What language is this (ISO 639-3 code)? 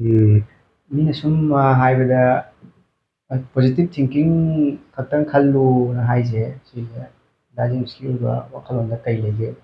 mni